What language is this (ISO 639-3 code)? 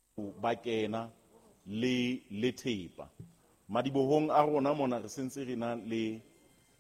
sot